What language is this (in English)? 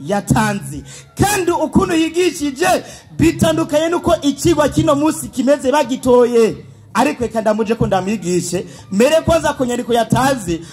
Rundi